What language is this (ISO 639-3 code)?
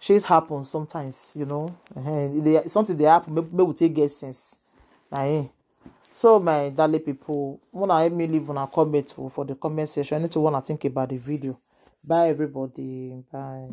pcm